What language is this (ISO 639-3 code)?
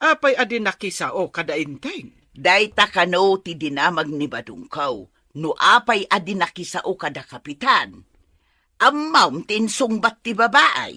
ilo